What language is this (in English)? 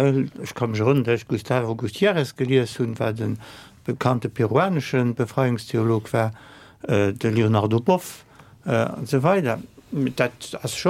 Luxembourgish